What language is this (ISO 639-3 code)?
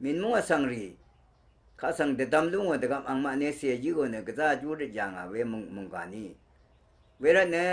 raw